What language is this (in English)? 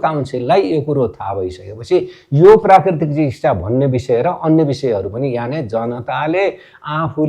Nepali